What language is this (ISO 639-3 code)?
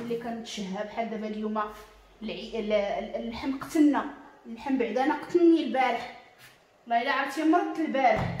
ary